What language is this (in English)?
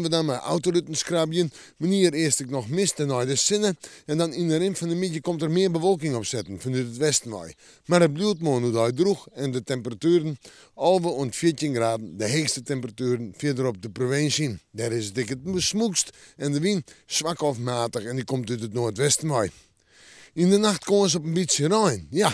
Western Frisian